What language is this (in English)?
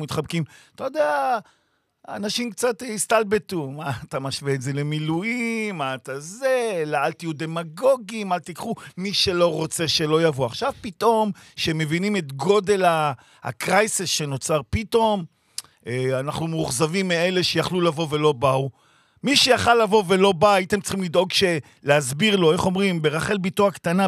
Hebrew